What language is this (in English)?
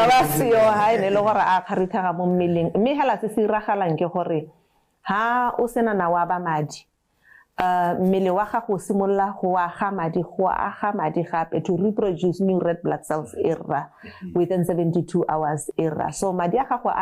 Tswana